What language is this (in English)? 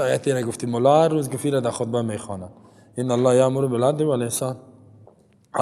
Persian